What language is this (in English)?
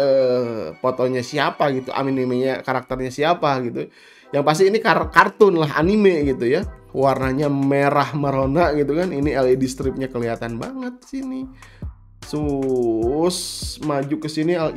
Indonesian